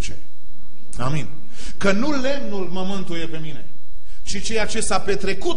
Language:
Romanian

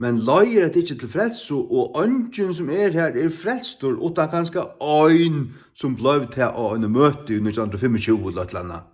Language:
Faroese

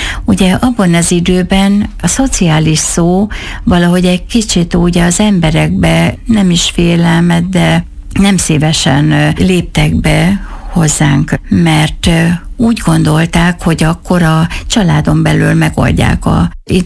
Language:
Hungarian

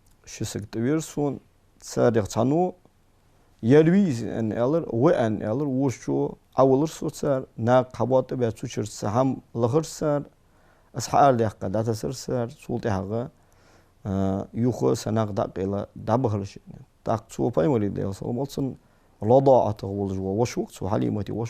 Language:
Ingush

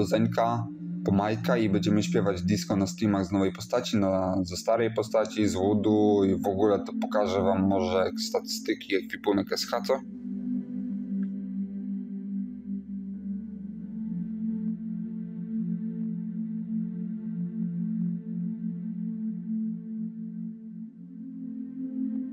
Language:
Polish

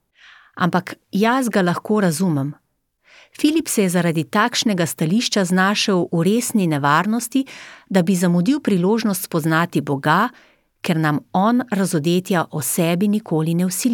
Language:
Slovenian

